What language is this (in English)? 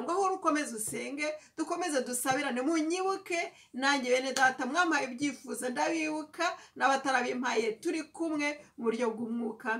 Kinyarwanda